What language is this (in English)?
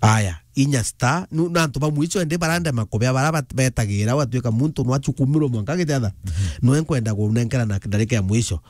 Meru